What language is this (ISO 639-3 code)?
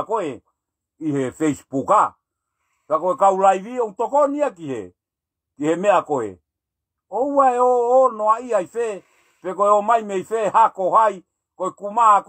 ton